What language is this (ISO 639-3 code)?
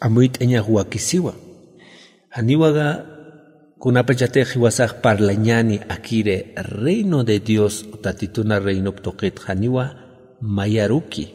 aym